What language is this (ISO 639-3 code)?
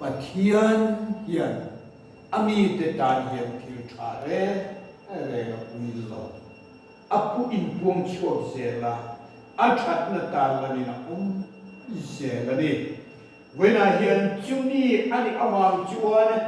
lus